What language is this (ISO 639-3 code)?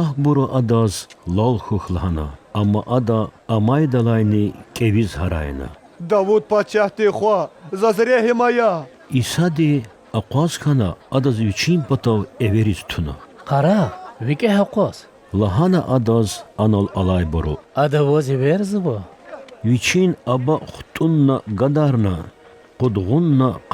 lez